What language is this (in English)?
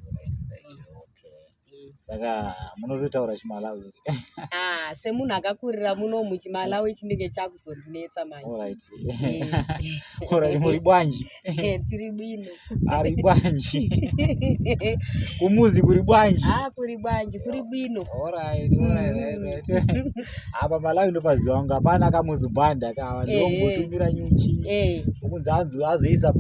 Shona